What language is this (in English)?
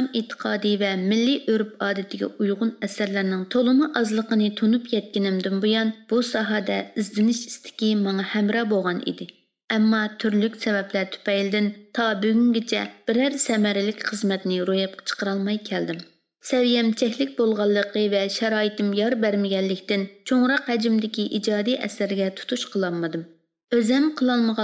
Uyghur